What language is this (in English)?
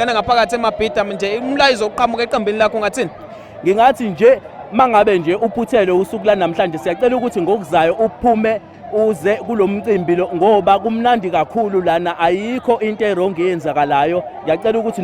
Zulu